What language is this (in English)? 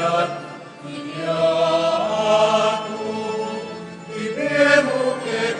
Pampanga